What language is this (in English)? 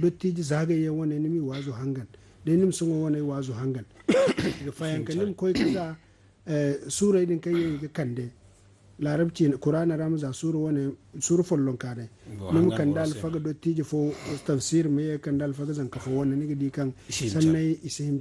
Zarma